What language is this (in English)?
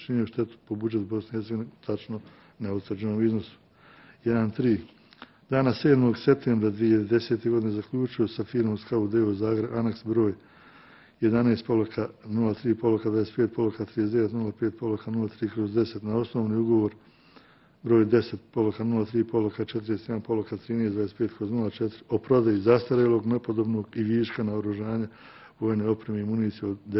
Bosnian